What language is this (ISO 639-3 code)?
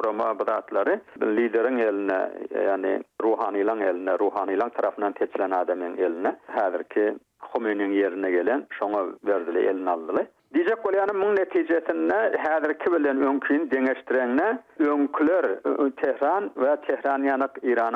tuk